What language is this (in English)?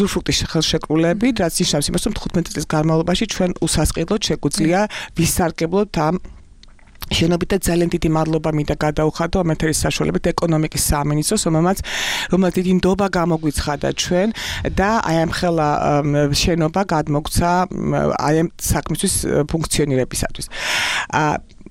Georgian